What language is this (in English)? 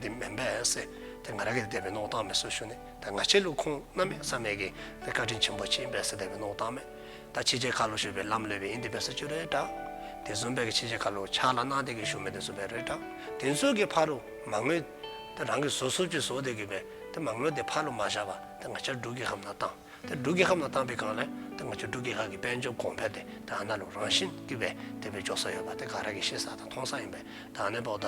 Dzongkha